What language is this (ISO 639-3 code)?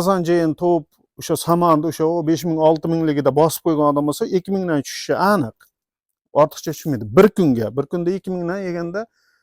uzb